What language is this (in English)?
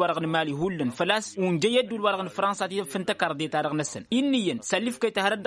Tamasheq